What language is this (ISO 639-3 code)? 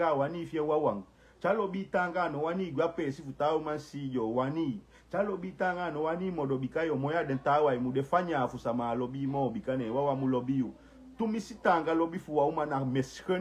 srn